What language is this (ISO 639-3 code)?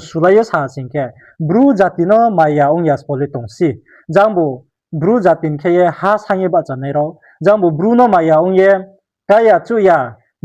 ria